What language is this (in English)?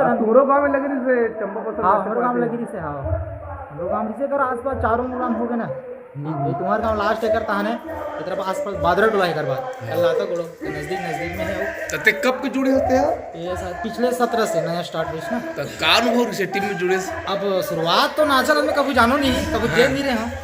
Chhattisgarhi